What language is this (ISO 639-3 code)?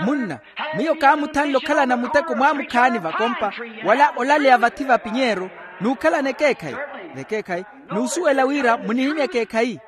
vmw